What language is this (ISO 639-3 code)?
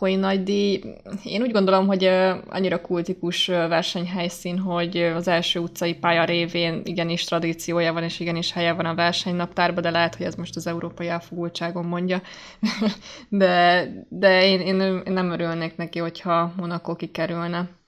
hun